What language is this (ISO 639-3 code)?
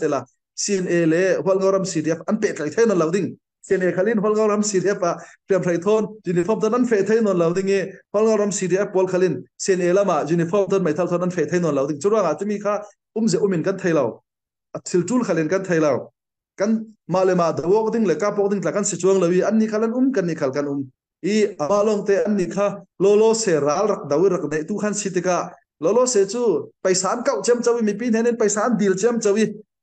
cfm